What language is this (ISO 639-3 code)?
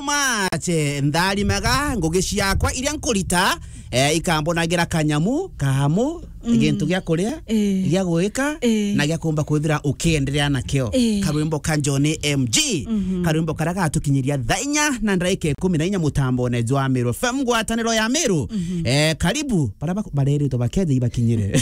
mer